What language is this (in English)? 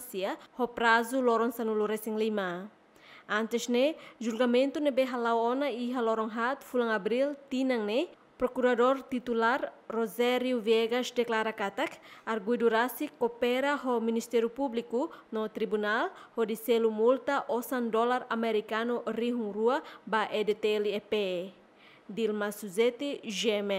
Tetum